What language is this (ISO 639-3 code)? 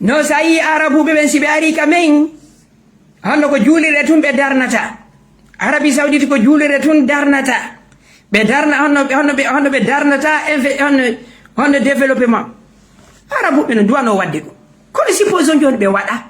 ful